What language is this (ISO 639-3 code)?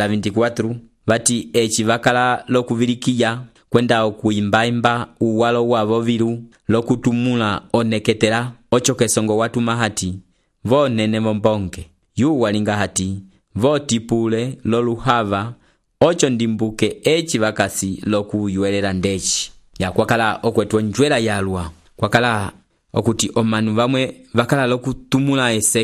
umb